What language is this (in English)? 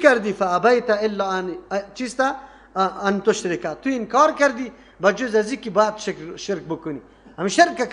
Persian